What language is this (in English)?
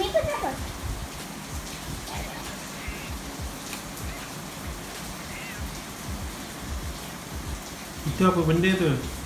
Malay